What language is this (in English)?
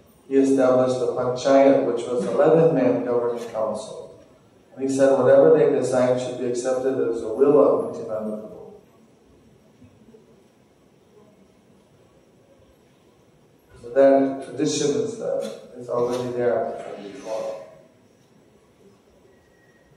English